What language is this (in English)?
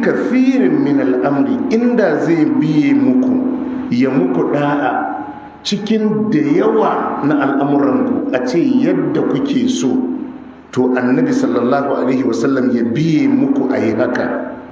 Hausa